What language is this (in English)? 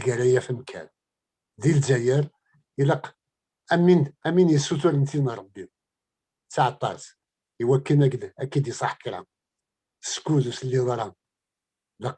Kabyle